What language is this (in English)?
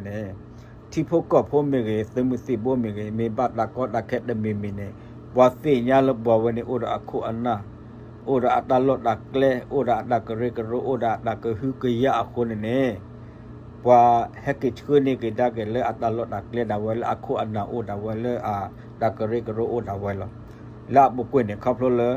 S'gaw Karen